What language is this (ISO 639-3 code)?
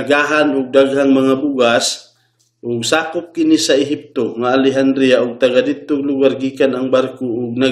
ceb